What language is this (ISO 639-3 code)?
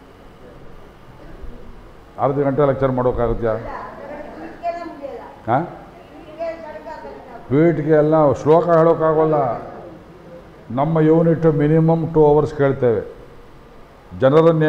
kan